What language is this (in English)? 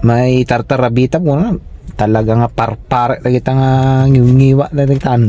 Iloko